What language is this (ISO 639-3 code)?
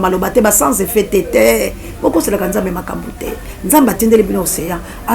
lin